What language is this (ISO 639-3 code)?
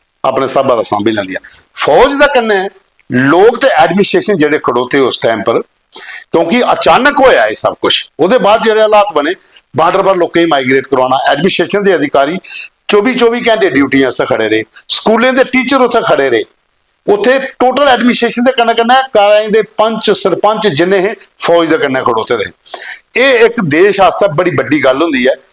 doi